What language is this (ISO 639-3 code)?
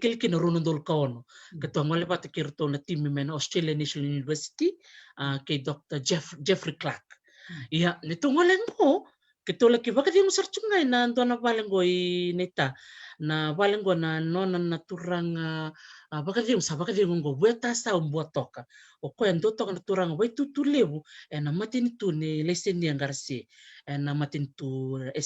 fij